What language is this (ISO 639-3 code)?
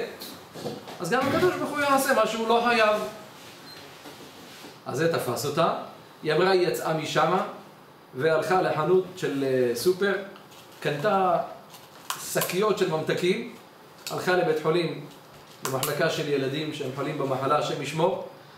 heb